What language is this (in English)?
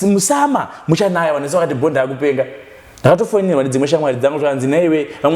Shona